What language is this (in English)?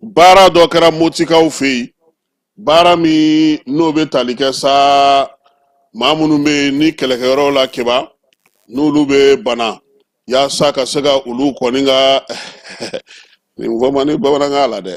Bambara